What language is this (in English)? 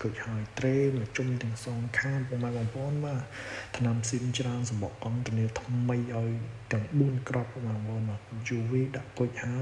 Khmer